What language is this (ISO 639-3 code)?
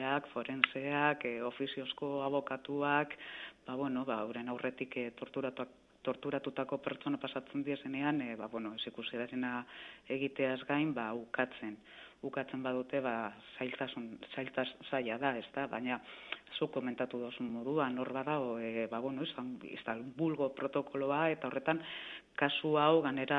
eus